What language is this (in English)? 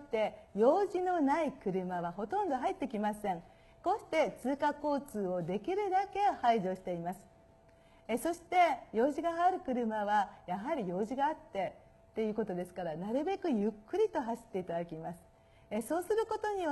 Japanese